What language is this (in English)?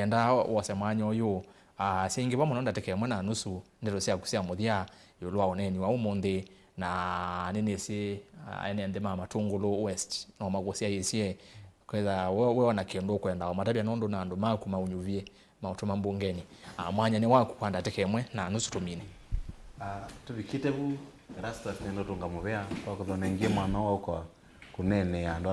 Kamba